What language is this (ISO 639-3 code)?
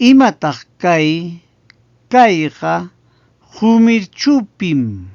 quy